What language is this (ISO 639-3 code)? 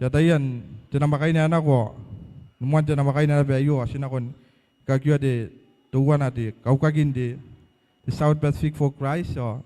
gil